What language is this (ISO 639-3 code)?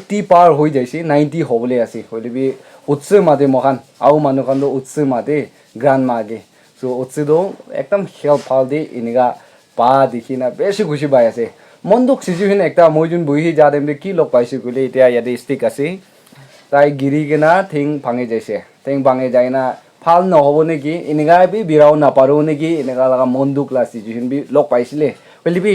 nag